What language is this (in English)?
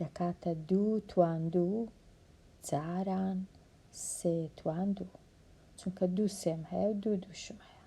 Central Kurdish